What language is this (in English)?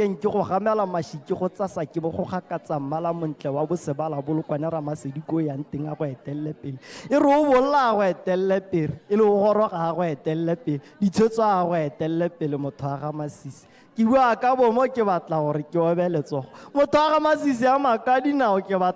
Tswana